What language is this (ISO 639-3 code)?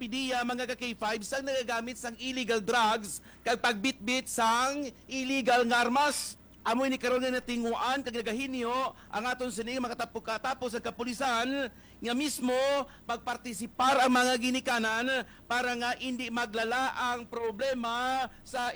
hil